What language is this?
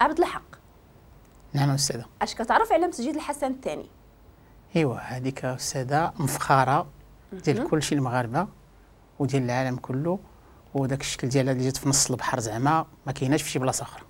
Moroccan Arabic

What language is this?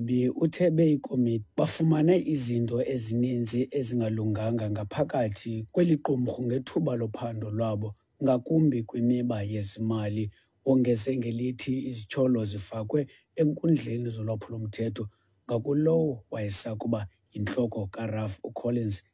Xhosa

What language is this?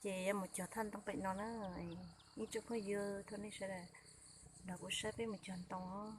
Hmong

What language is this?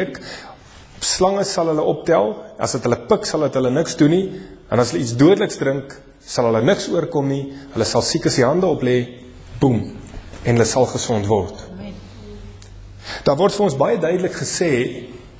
Afrikaans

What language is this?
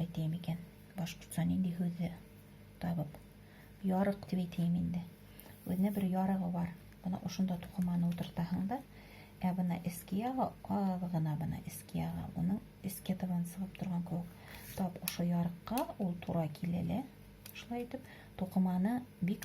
Bashkir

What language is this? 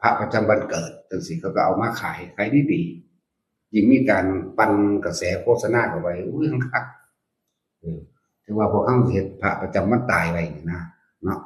Northeastern Thai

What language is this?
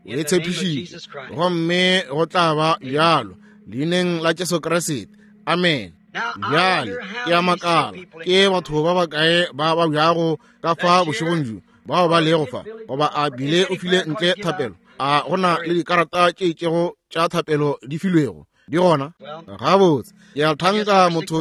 Northern Sotho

